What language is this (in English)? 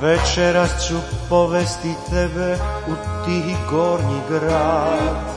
Croatian